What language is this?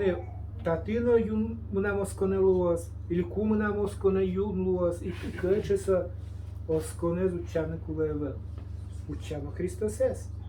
Udmurt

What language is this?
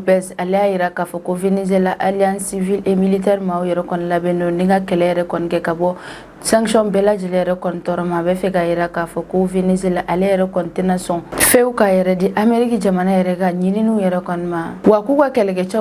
Bambara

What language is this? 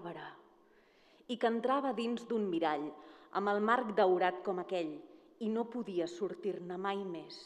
Catalan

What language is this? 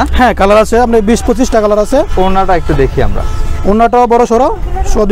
Bangla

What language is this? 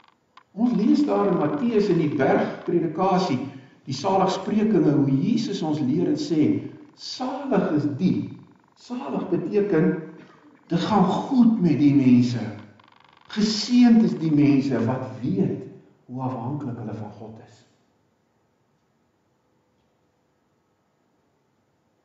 Afrikaans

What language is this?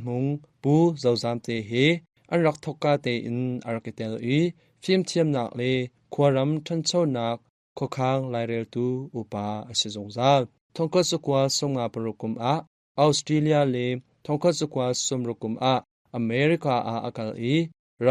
Hakha Chin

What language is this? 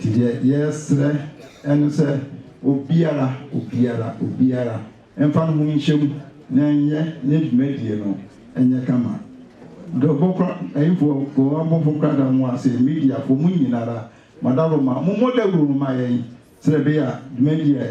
Akan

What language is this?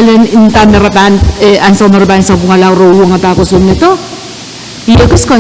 Pohnpeian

